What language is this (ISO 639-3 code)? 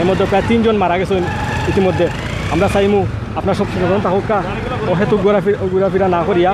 syl